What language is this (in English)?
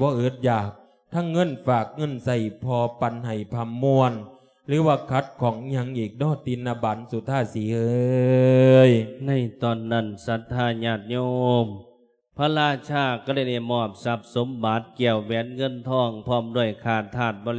Lao